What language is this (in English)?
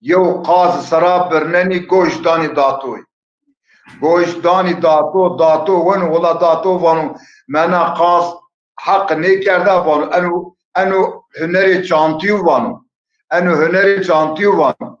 Zaza